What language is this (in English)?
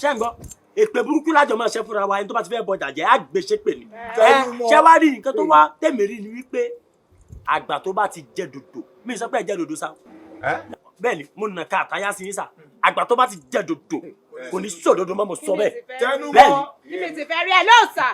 Yoruba